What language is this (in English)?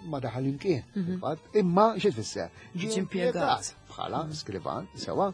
Maltese